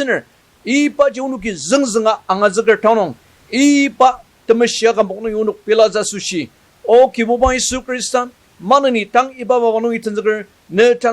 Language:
Ao Naga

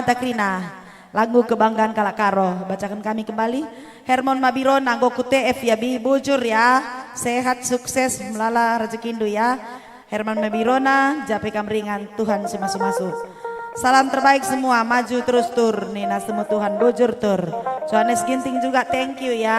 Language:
Batak Karo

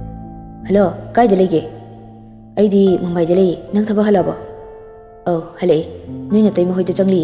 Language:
Manipuri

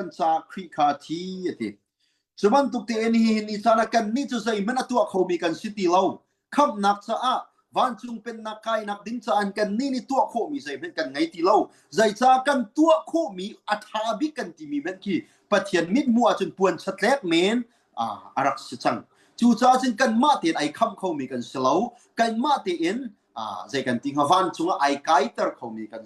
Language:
Hakha Chin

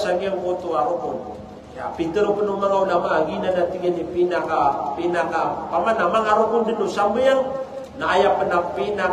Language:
Maranao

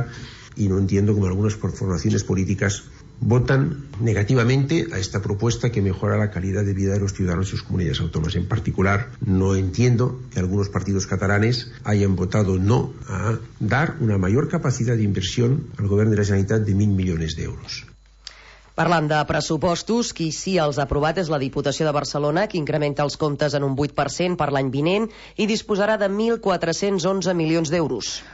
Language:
Catalan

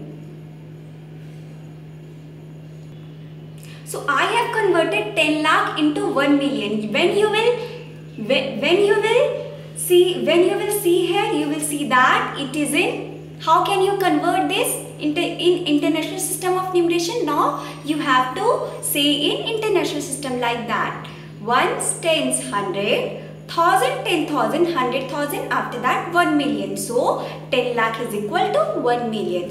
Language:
English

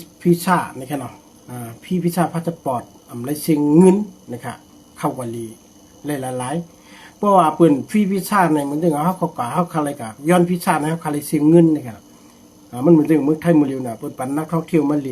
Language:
Shan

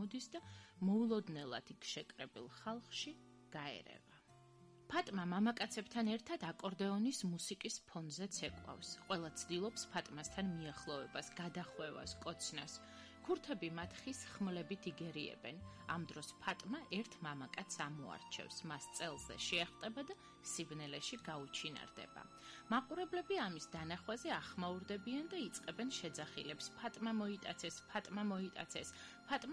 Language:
Georgian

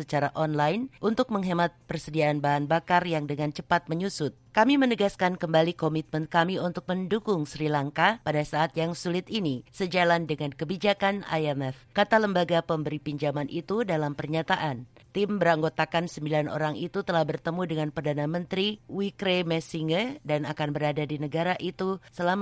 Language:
Indonesian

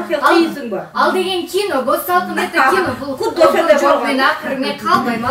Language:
Kyrgyz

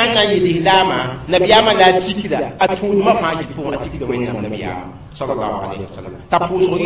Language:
Mossi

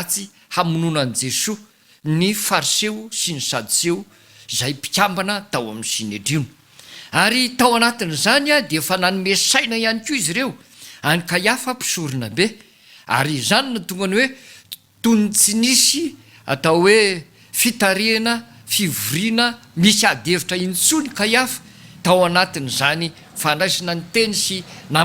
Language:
Malagasy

